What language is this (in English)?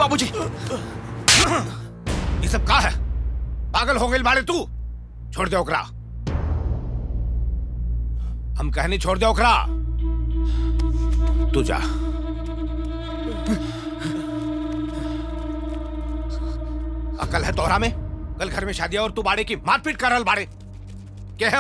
Bhojpuri